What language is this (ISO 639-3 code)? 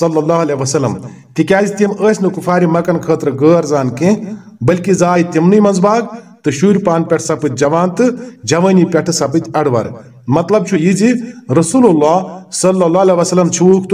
kas